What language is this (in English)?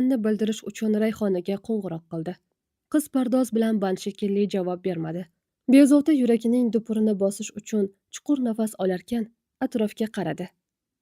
Uzbek